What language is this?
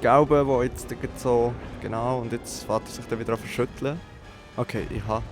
Swiss German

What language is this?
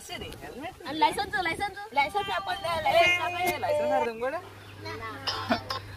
Konkani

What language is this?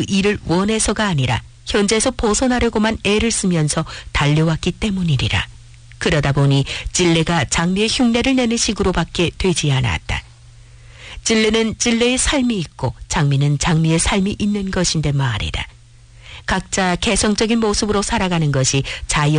Korean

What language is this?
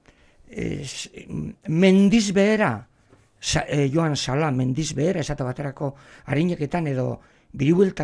Basque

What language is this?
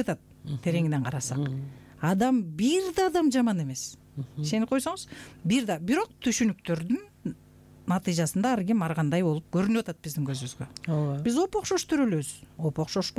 Kyrgyz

